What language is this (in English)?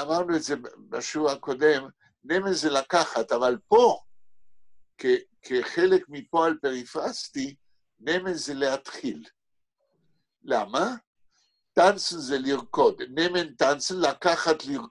Hebrew